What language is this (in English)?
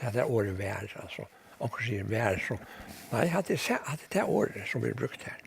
Faroese